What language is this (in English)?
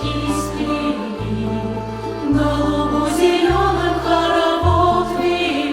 Yakut